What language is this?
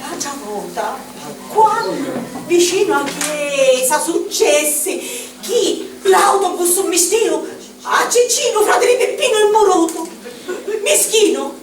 Sicilian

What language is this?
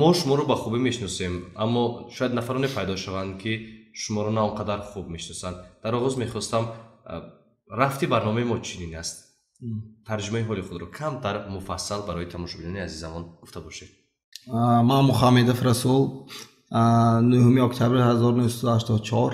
Tajik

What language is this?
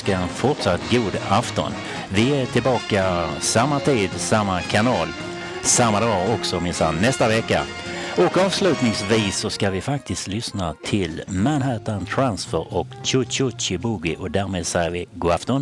Swedish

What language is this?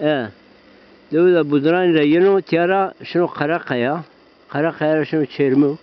Zaza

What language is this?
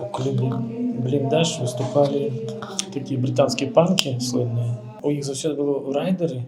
Belarusian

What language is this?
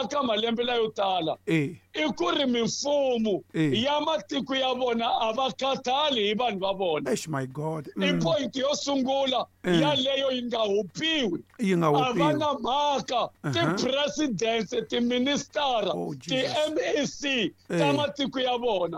Tsonga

